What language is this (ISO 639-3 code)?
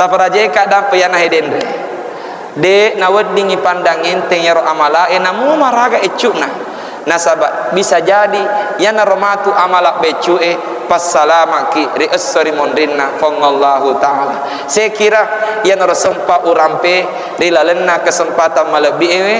bug